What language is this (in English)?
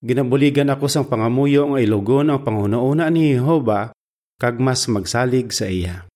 Hiligaynon